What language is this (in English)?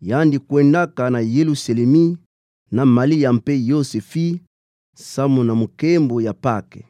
Kituba (Democratic Republic of Congo)